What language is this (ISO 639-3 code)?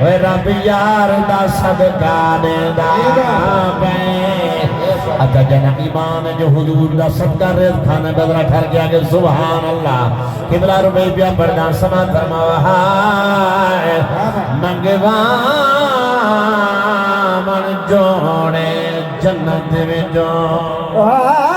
skr